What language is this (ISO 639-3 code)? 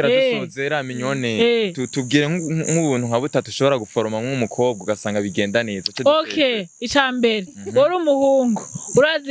run